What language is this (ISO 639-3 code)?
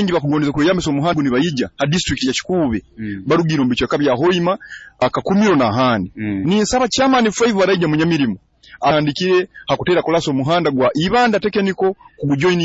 nyo